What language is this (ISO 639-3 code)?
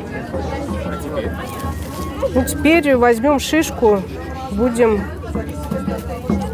rus